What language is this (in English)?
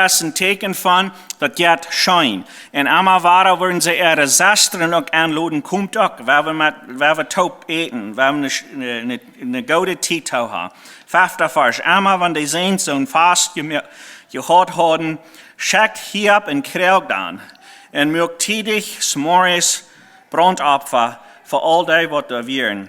Plautdietsch